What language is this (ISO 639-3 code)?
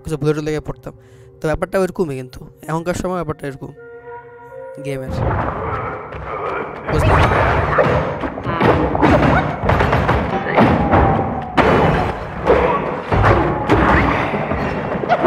ben